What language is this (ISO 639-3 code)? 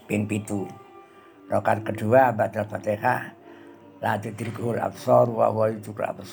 jav